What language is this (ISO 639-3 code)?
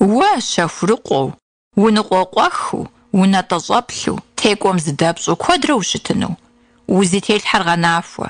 kbd